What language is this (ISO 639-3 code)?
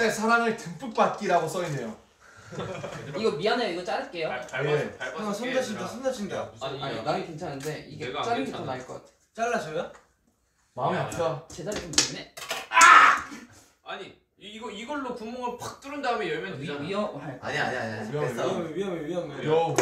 kor